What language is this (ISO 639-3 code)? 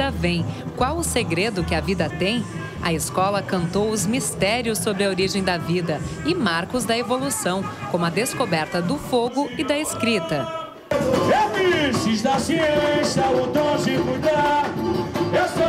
por